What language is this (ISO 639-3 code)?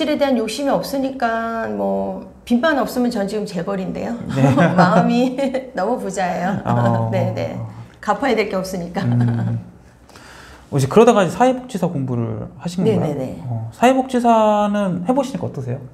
kor